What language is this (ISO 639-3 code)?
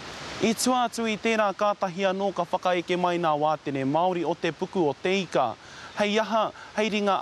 mri